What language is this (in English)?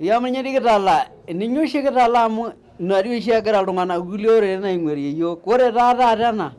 Masai